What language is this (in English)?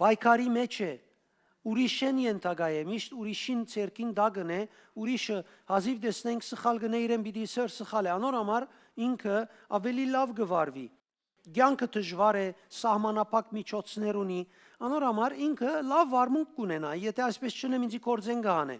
Western Armenian